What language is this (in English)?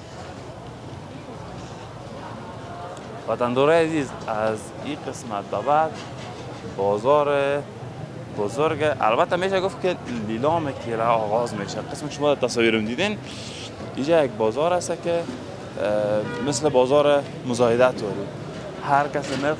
Persian